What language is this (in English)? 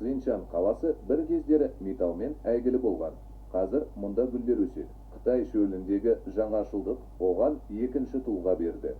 Kazakh